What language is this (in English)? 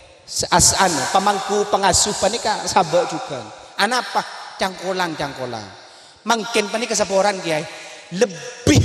Madurese